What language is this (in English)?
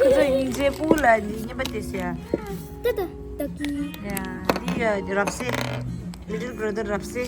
Tibetan